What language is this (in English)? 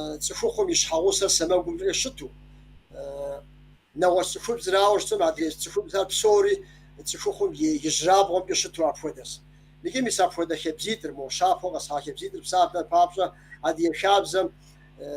Kabardian